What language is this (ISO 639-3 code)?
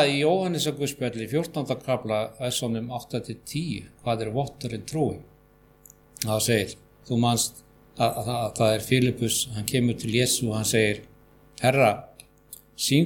isl